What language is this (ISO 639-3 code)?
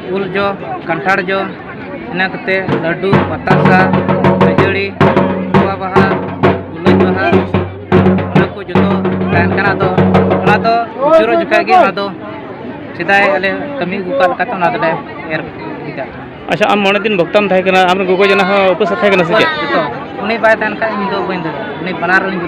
sat